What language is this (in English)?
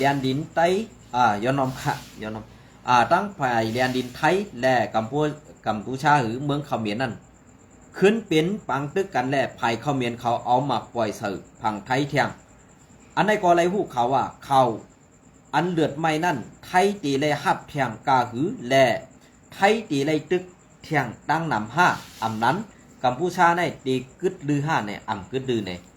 Shan